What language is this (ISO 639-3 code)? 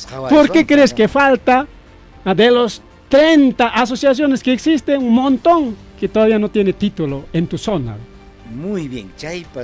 quy